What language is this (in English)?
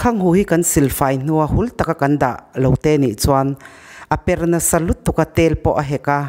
Mizo